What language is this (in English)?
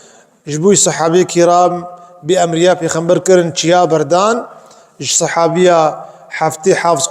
Kurdish